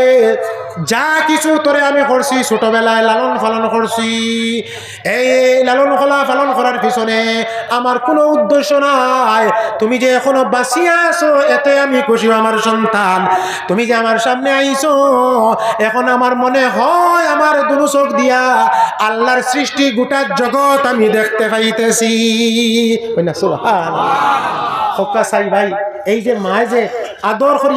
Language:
Sylheti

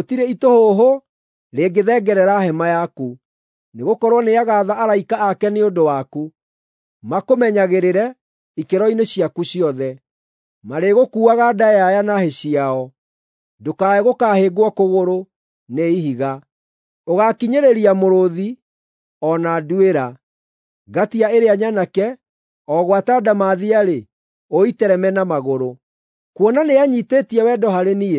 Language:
Kikuyu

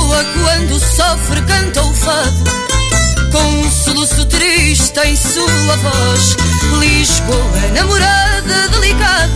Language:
Portuguese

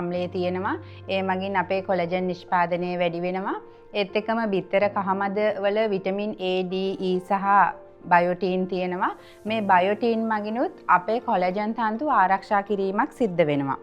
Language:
Sinhala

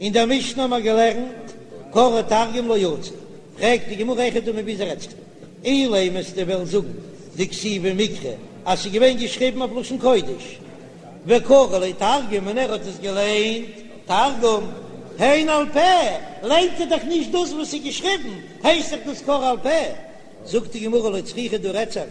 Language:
Yiddish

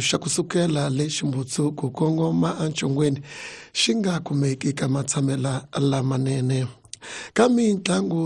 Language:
Tsonga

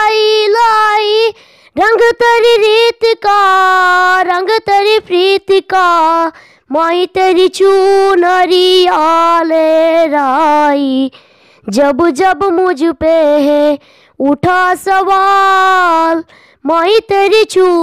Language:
Assamese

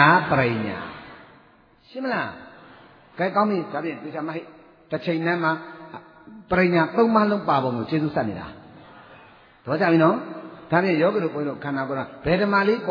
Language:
Burmese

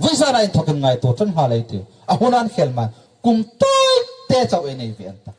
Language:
Hmar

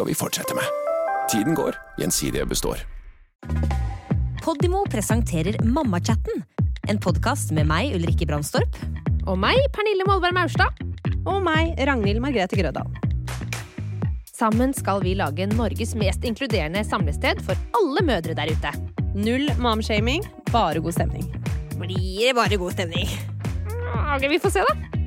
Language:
Norwegian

